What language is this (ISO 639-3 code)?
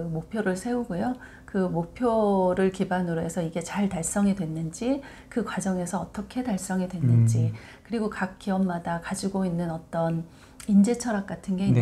kor